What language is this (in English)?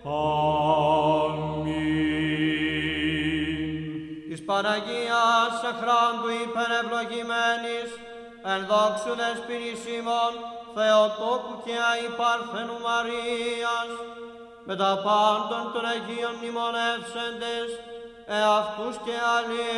Greek